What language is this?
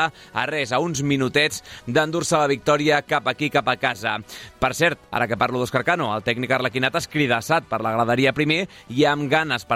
Catalan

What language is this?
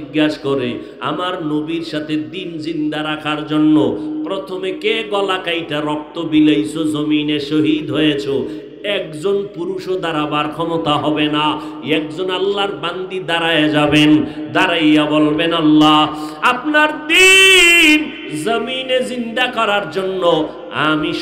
Bangla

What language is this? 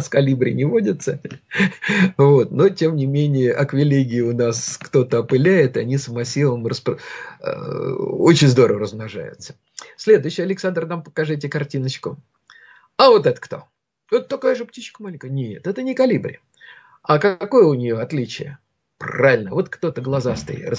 Russian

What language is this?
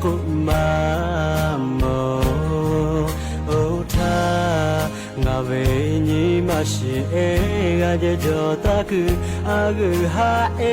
Lahu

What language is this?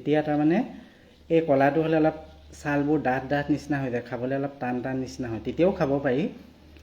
Assamese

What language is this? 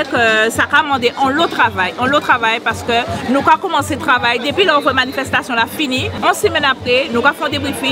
Guadeloupean Creole French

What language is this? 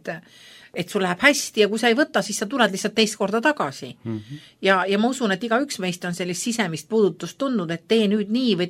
Estonian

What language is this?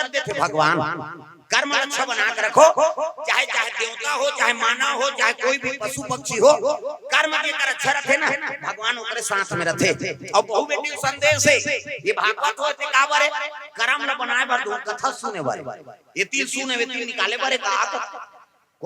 Chhattisgarhi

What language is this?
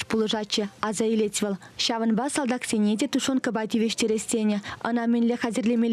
Chuvash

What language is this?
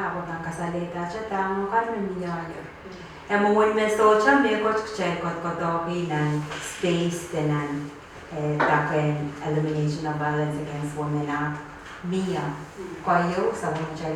Pohnpeian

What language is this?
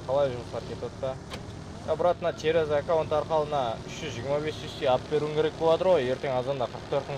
Kara-Kalpak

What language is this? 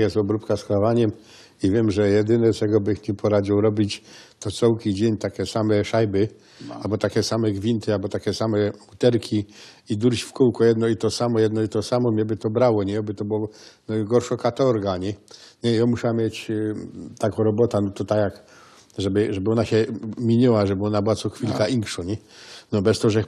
Silesian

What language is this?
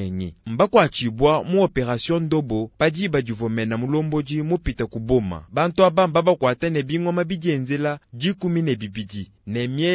Luba-Lulua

